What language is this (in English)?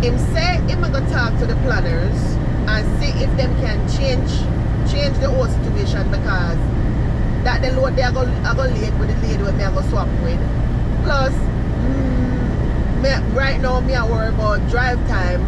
Jamaican Creole English